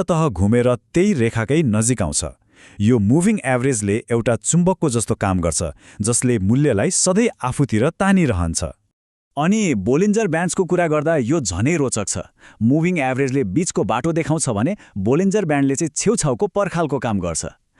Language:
Nepali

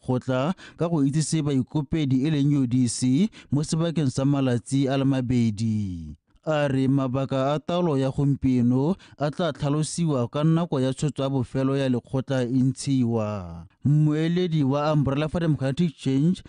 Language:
Tswana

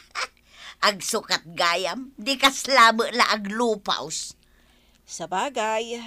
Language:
Iloko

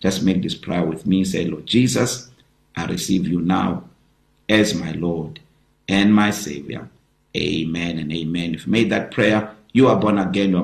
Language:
English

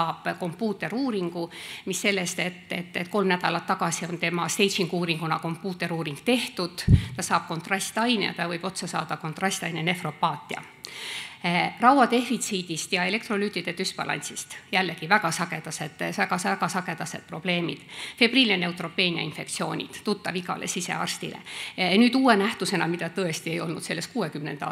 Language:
Estonian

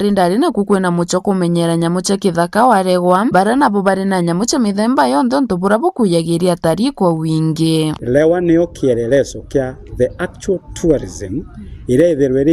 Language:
Meru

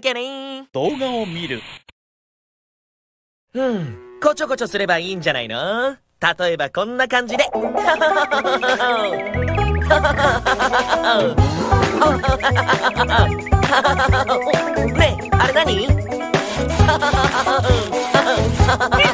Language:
Japanese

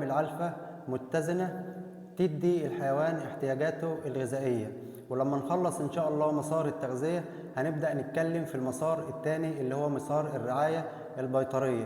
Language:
Egyptian Arabic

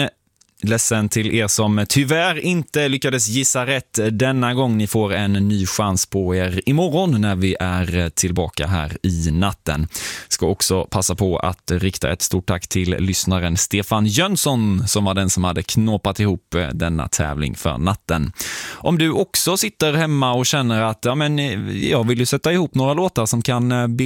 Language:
Swedish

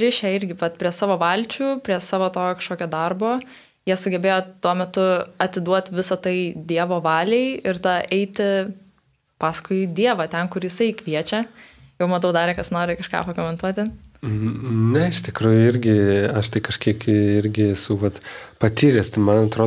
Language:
Lithuanian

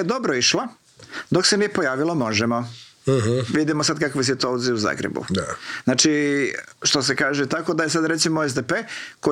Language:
Croatian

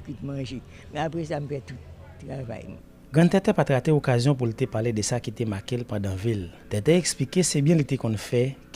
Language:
Haitian Creole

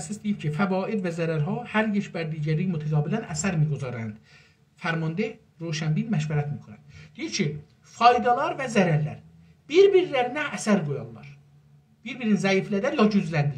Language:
South Azerbaijani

